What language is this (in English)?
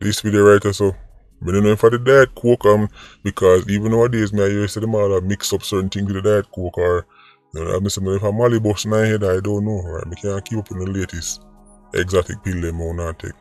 Jamaican Creole English